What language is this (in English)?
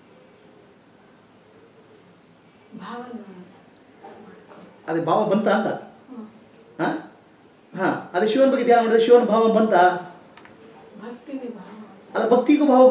Kannada